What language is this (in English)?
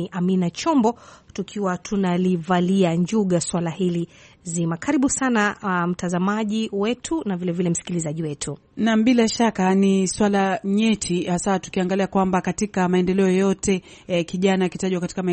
Swahili